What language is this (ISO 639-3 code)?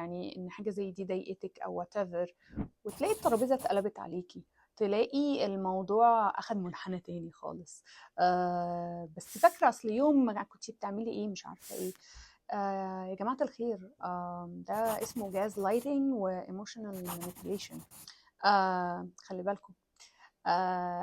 arz